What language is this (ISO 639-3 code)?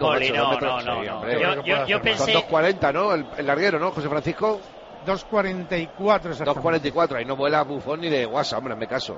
spa